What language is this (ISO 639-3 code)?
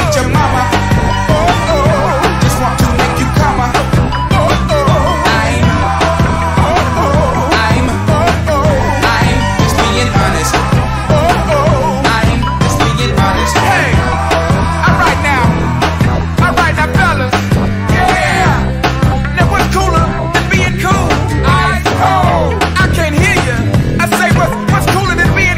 eng